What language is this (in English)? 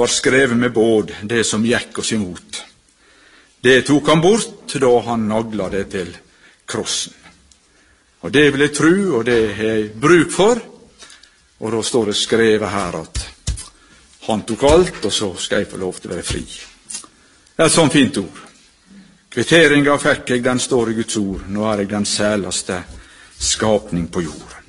Norwegian